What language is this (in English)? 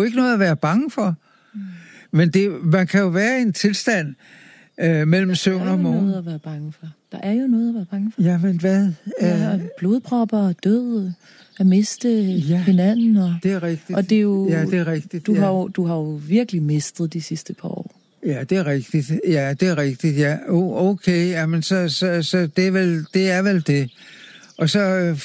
Danish